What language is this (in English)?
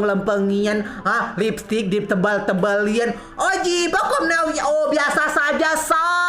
Rejang